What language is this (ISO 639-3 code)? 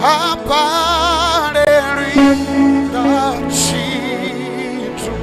ven